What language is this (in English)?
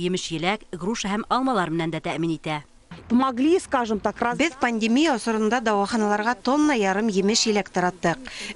Bashkir